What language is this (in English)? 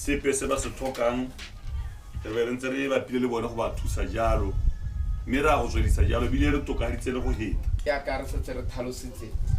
Tswana